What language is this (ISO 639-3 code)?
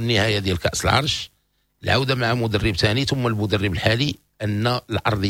ary